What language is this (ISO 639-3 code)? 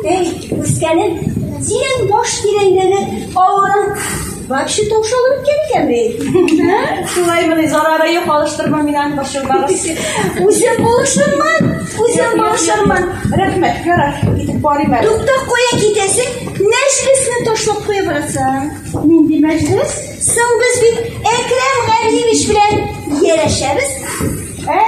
tat